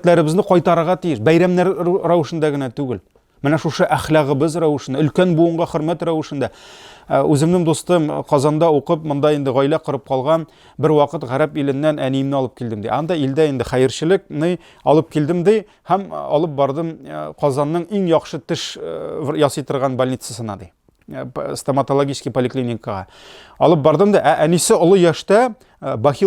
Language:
Tatar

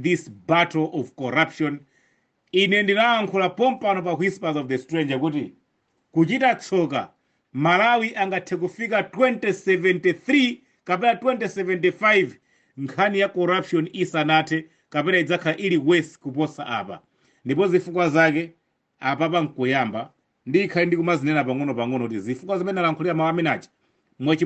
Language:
Nyanja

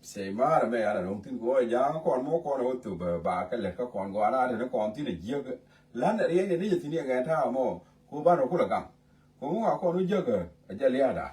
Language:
Nuer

